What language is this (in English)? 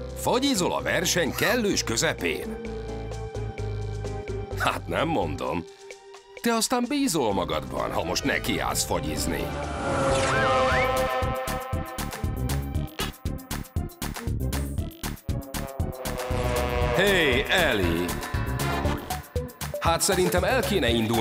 Hungarian